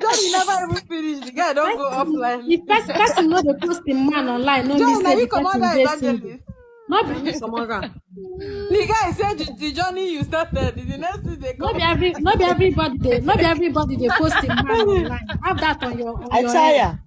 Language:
Nigerian Pidgin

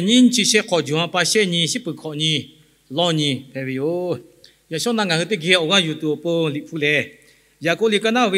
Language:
Lahu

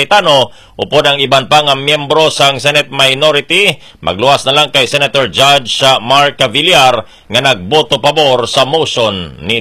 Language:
Hiligaynon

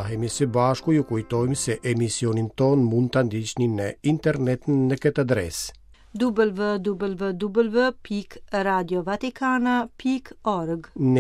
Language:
Albanian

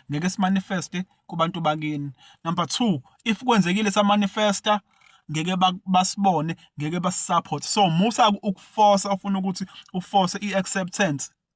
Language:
Zulu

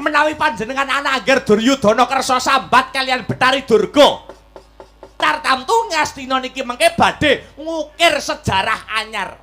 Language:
Javanese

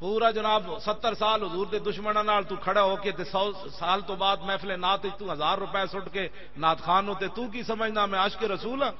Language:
Western Panjabi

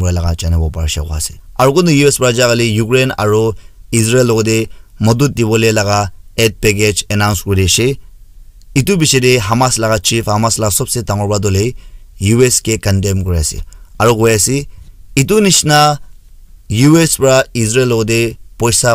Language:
Naga Pidgin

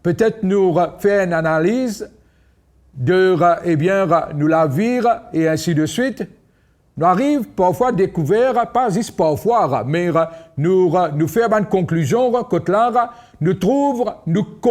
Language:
Morisyen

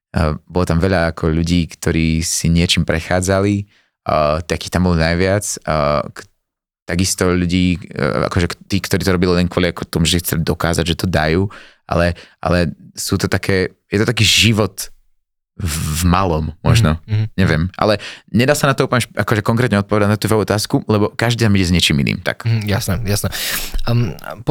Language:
Slovak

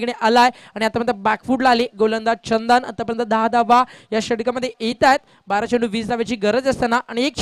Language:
Marathi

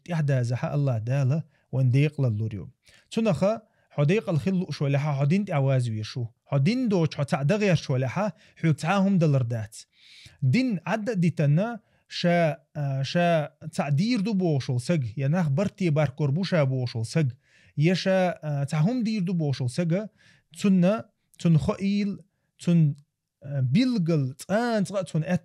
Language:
Chechen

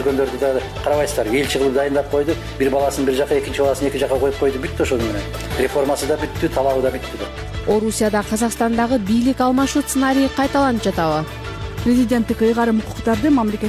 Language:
Kyrgyz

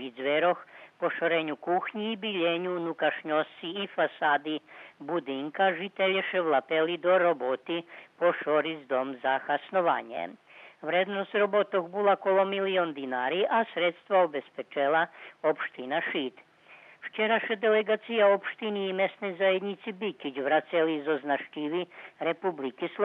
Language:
Rusyn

